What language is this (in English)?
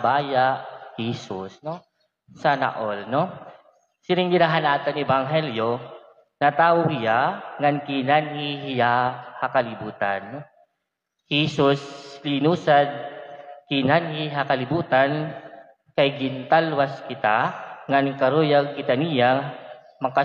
Waray